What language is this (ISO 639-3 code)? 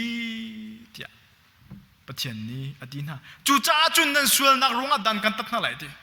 cnh